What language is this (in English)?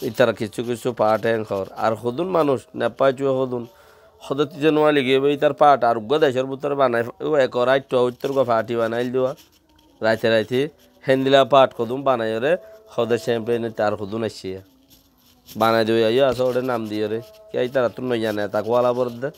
Rohingya